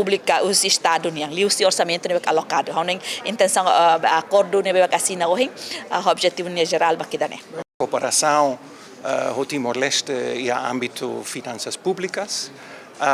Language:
Tetum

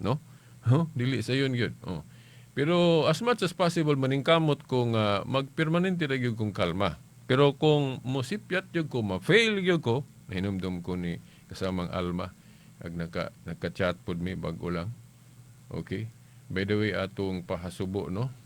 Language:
Cebuano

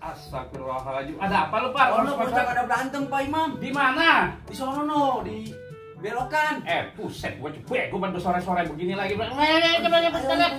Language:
Betawi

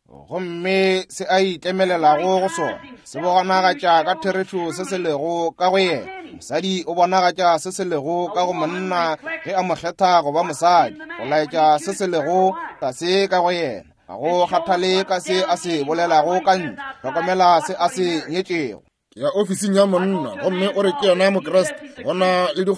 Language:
Northern Sotho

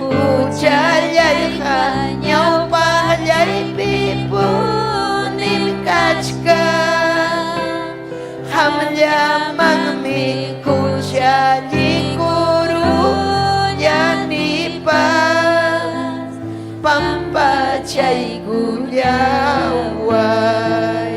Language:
Ayacucho Quechua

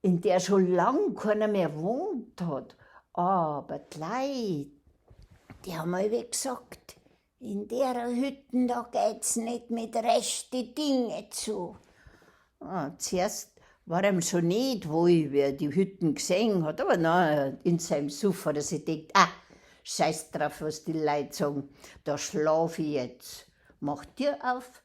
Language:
Bavarian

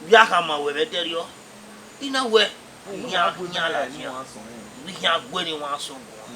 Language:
Bini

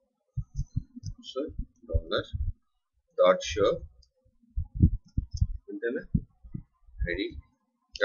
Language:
Telugu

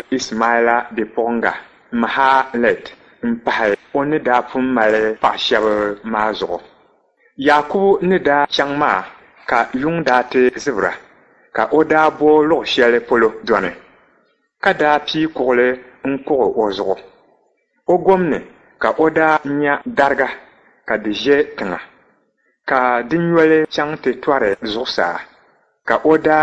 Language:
Dagbani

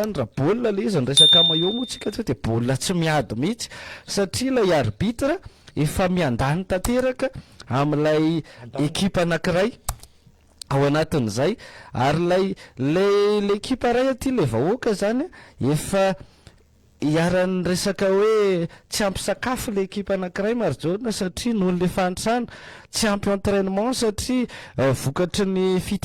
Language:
Malagasy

